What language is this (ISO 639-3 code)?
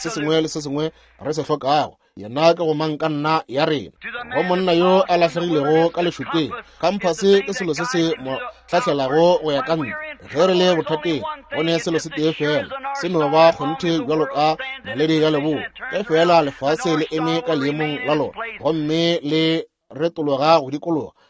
nso